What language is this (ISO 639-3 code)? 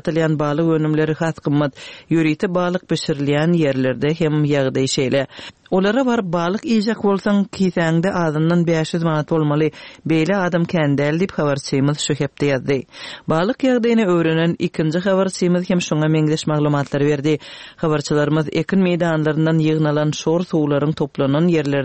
tuk